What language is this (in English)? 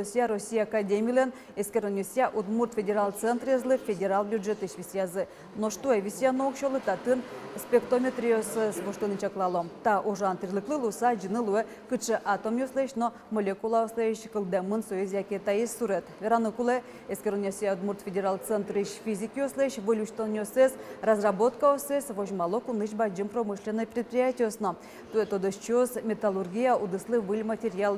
Udmurt